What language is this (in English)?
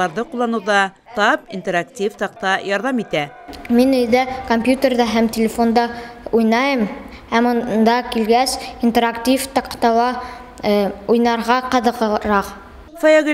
Bashkir